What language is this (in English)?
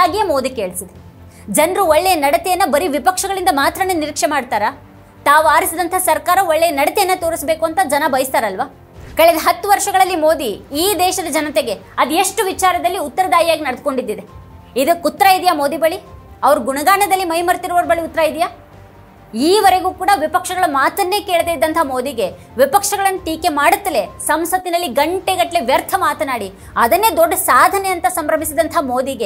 Kannada